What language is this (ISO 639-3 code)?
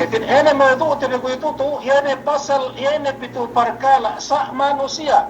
yka